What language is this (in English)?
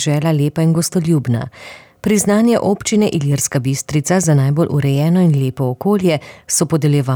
Slovenian